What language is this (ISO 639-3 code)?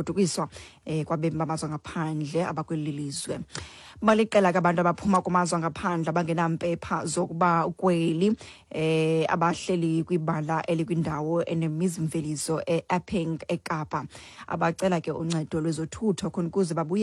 xho